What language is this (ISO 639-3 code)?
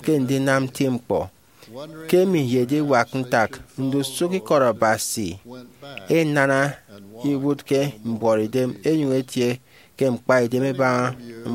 efi